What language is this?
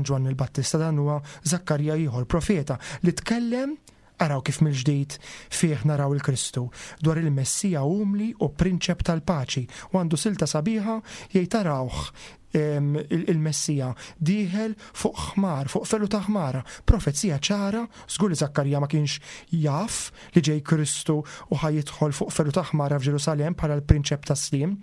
Maltese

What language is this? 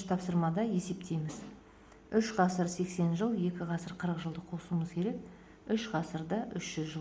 Kazakh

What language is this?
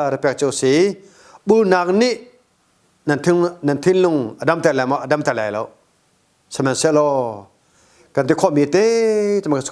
Hakha Chin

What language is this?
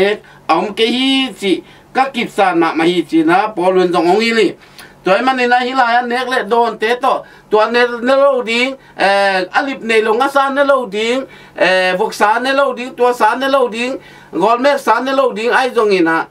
Tedim Chin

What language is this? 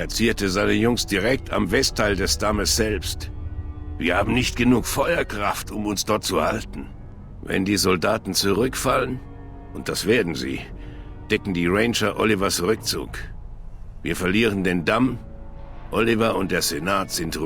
Bavarian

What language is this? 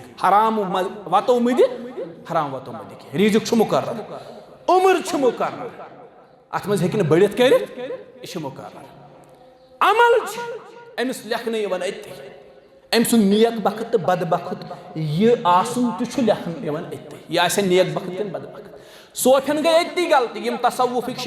Kashmiri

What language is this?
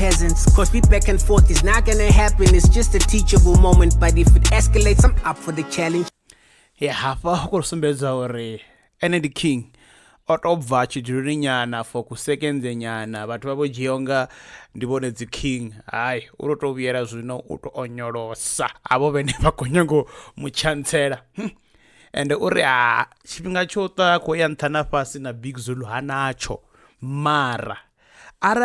Venda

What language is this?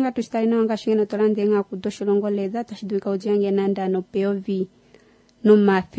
Kuanyama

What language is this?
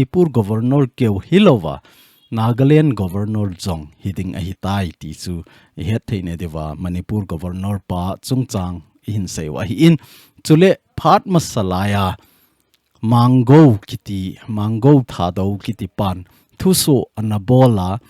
Thado Chin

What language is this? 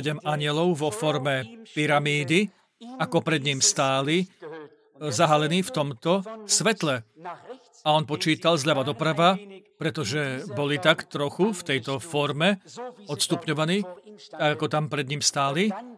Slovak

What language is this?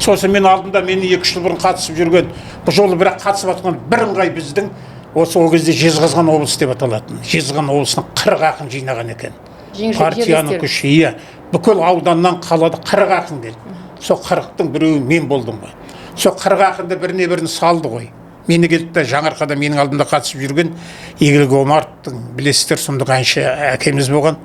Kazakh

